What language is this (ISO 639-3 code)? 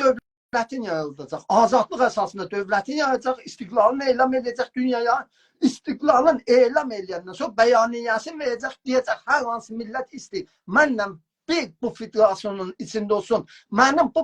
azb